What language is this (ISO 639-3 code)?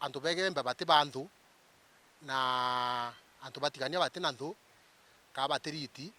mer